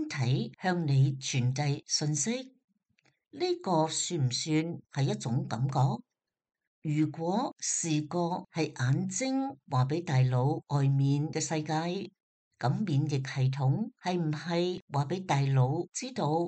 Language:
Cantonese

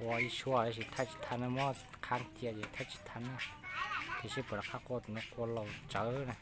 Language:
Hmong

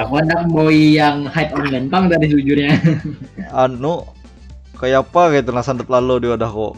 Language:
Banjar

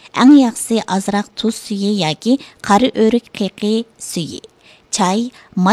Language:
Uyghur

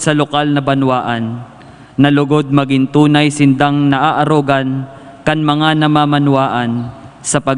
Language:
Bikol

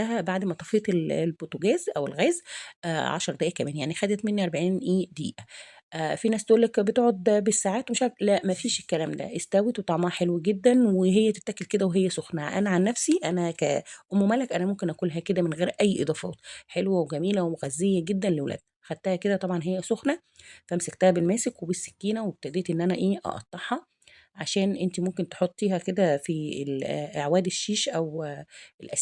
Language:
Egyptian Arabic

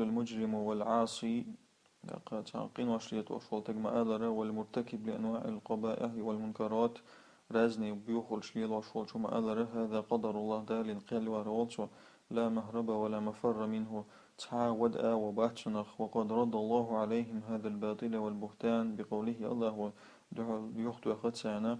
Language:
Chechen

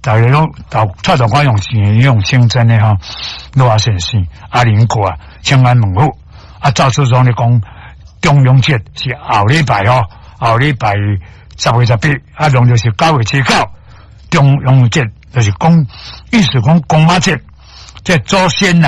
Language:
Min Nan Chinese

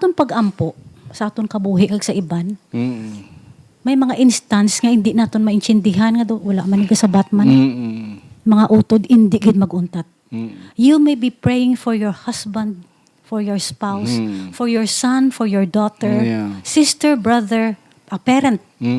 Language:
Hiligaynon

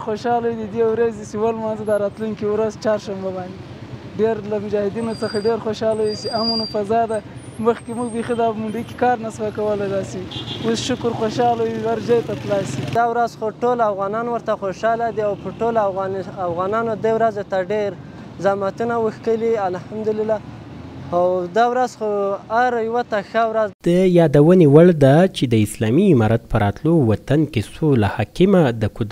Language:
Pashto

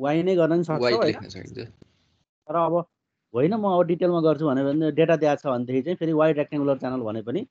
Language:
Nepali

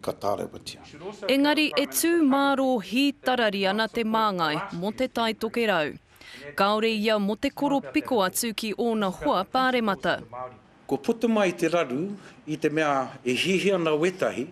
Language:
Māori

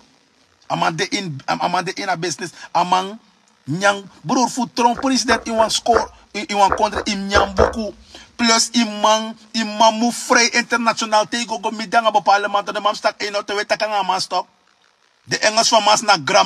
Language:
Sranan Tongo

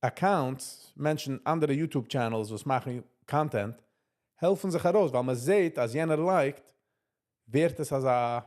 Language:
Yiddish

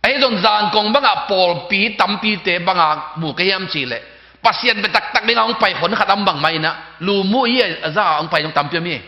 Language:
Tedim Chin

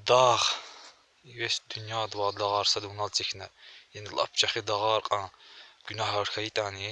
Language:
Lezghian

